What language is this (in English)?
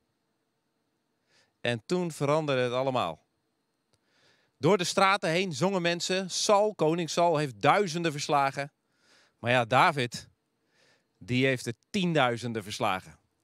Dutch